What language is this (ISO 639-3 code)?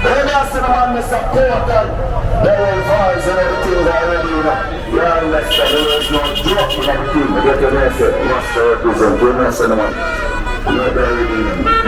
jam